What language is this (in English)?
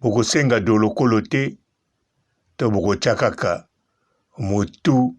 Lingala